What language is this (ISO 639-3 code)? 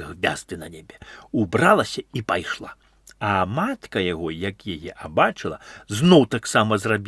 bel